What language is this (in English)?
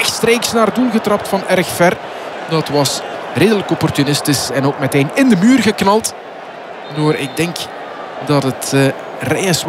Dutch